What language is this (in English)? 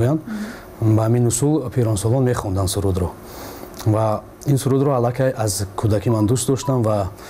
Tajik